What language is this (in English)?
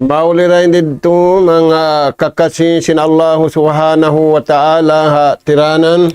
Tausug